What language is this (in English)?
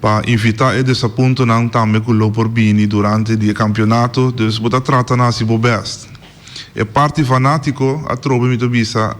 Papiamento